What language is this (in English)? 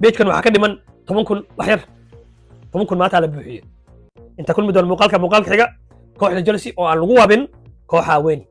Somali